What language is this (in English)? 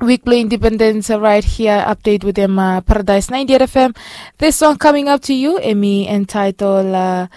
Bislama